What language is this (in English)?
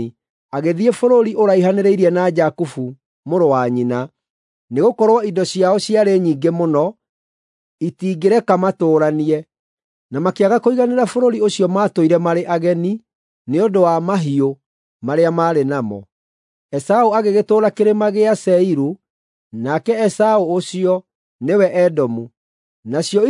Kikuyu